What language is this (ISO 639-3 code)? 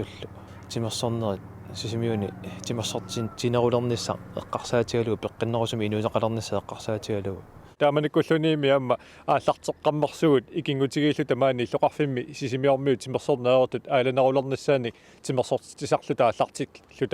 kal